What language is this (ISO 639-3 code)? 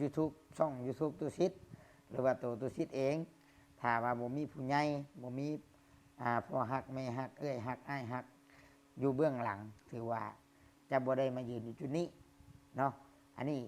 lao